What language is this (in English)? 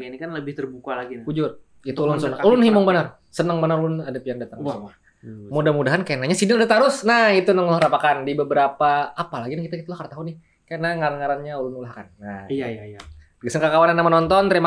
Banjar